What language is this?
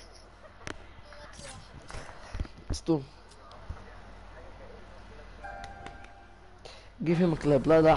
Egyptian Arabic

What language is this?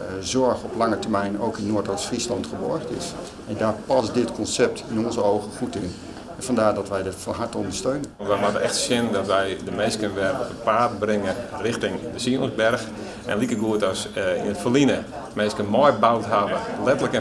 Western Frisian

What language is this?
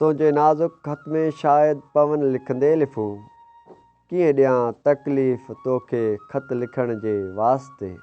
Sindhi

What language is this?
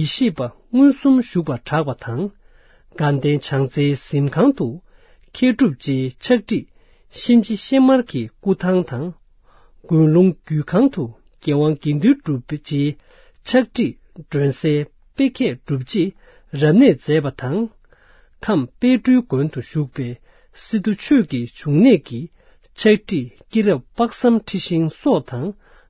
Tibetan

